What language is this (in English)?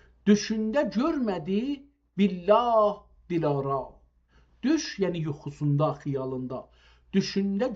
South Azerbaijani